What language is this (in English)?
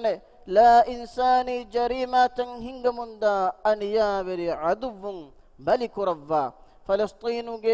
Divehi